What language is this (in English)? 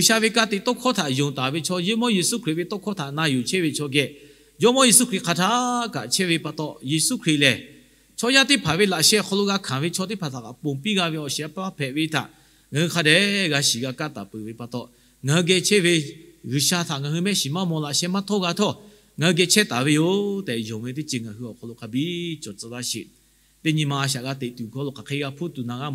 Lahu